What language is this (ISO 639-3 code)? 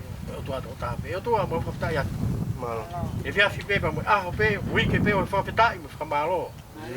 ton